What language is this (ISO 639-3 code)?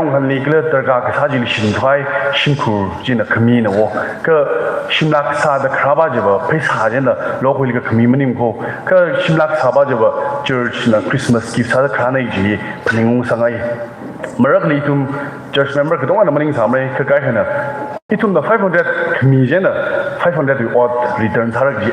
nmf